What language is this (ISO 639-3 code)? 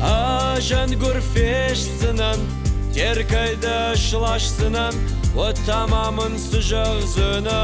oss